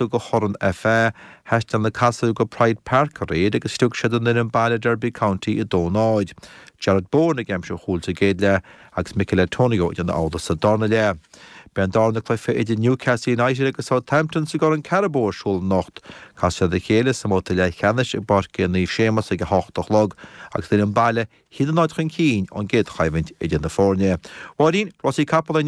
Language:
Irish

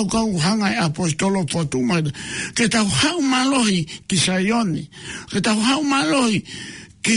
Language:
Tongan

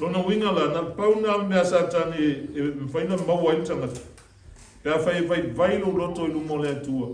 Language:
Samoan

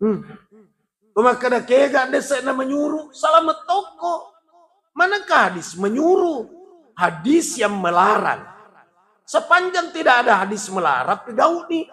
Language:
Buginese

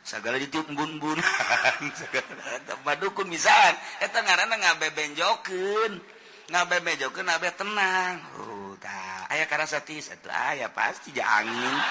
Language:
Sundanese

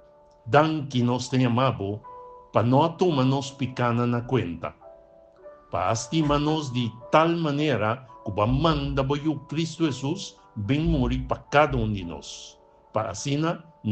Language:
Papiamento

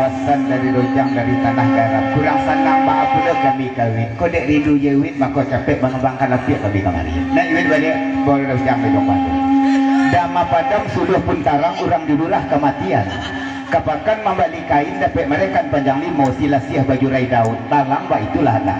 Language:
Minangkabau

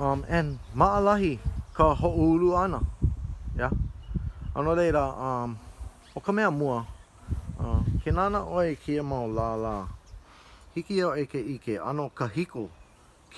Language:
Hawaiian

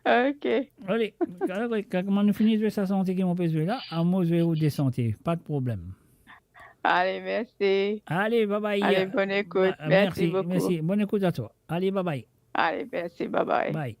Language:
Morisyen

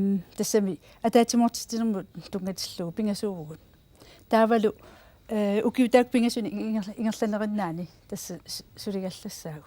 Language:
Kalaallisut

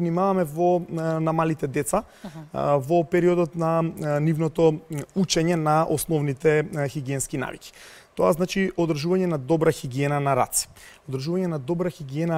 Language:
Macedonian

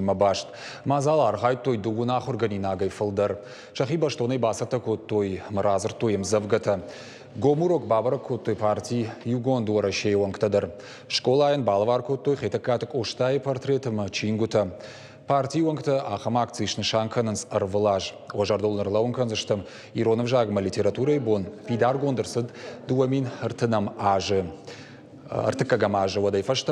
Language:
Ossetic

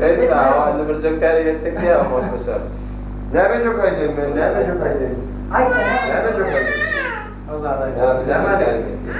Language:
Turkmen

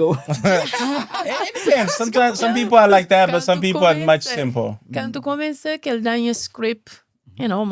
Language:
Kabuverdianu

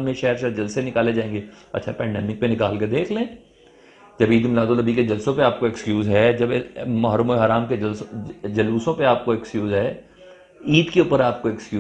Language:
Urdu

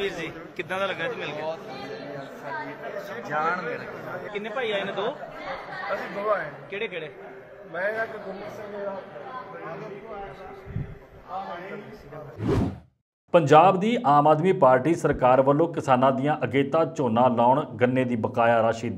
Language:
Punjabi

